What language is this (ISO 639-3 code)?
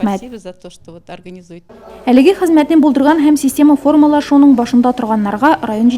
tat